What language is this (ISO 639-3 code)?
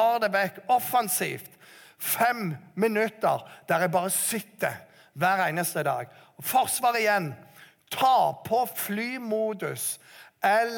nor